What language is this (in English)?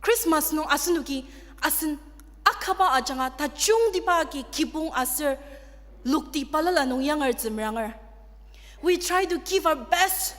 Ao Naga